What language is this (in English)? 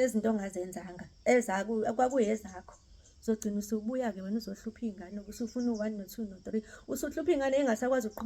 Zulu